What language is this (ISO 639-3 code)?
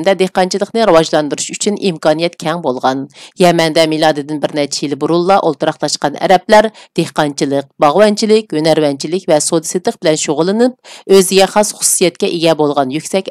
uig